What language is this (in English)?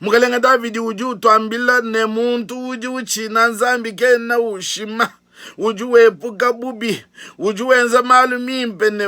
Luba-Lulua